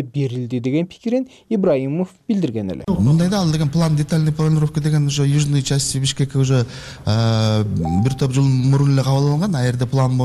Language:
Kyrgyz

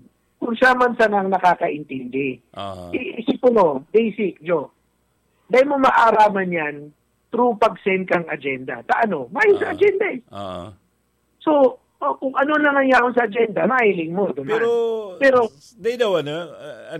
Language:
Bikol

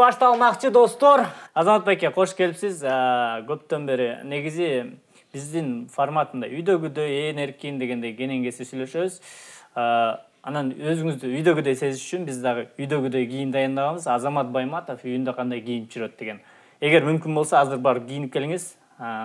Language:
Kyrgyz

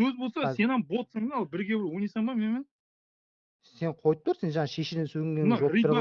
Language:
Kara-Kalpak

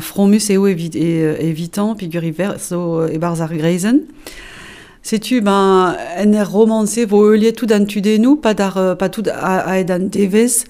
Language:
Breton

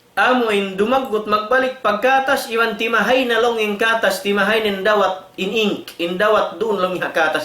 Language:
Tausug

